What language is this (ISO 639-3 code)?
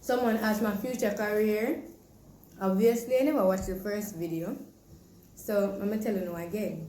jam